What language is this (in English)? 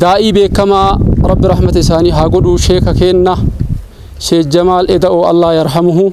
Oromo